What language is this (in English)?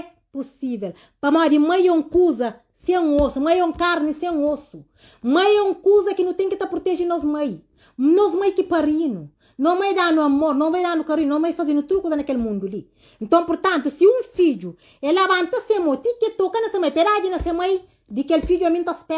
Kabuverdianu